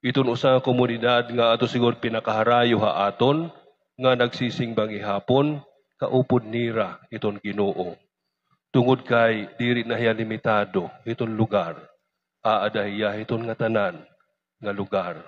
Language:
Waray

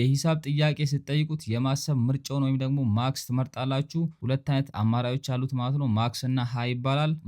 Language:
Amharic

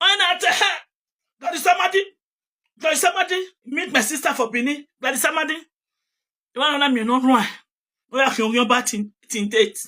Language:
Nigerian Pidgin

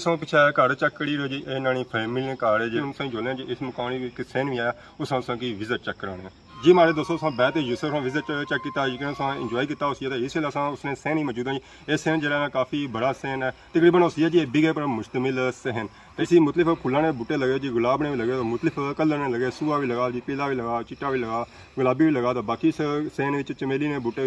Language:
Pahari-Potwari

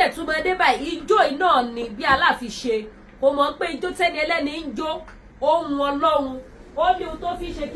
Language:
Yoruba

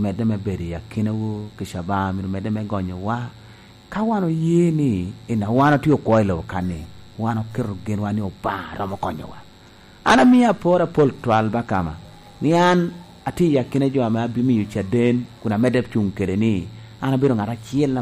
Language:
Lango (Uganda)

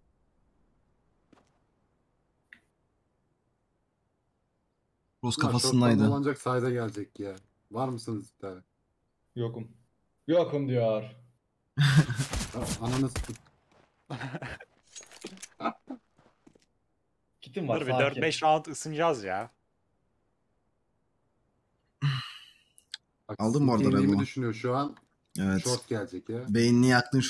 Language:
Turkish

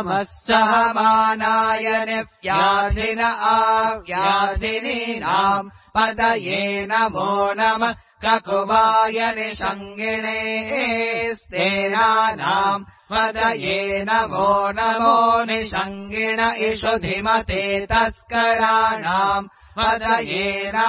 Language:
Sanskrit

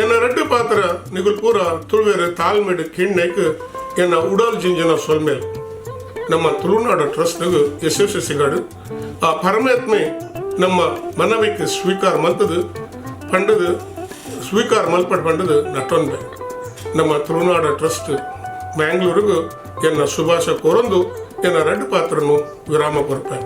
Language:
Tulu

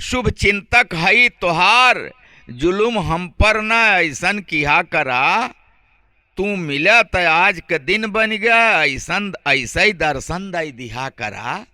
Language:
Awadhi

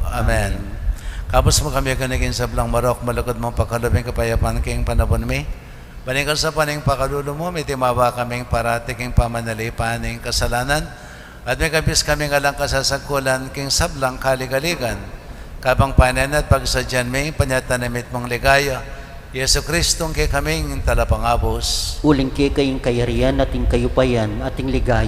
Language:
Pampanga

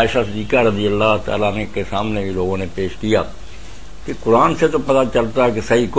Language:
Urdu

